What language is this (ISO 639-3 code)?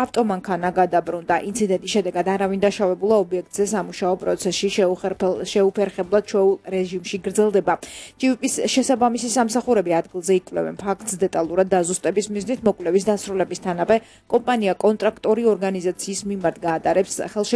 kat